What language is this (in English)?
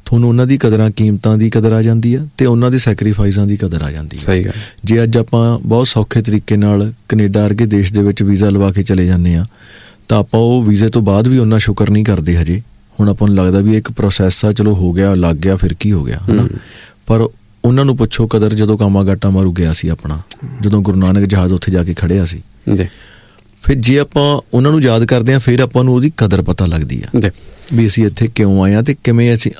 Punjabi